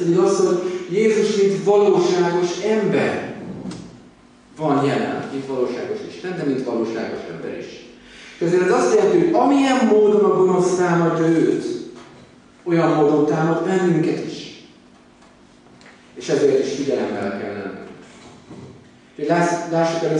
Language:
Hungarian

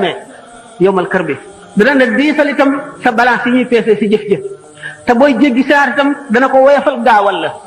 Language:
Wolof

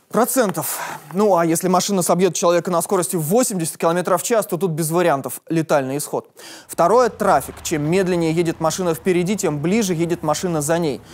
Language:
Russian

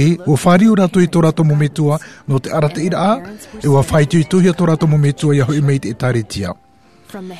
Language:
Tahitian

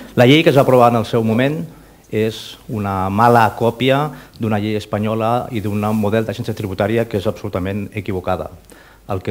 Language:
Catalan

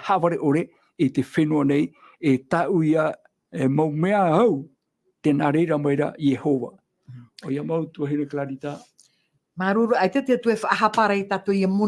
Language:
Tahitian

